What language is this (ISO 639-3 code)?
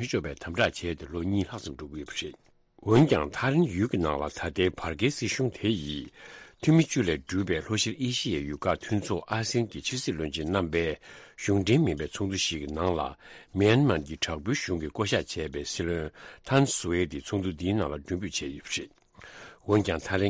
bod